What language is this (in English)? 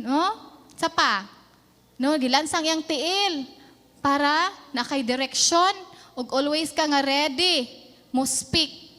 Cebuano